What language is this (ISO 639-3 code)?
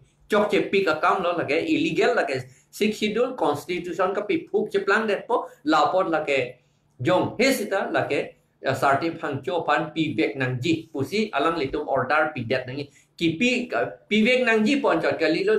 mjw